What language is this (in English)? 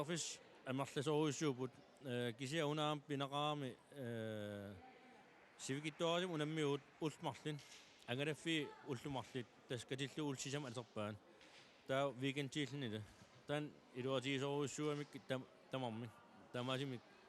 Kalaallisut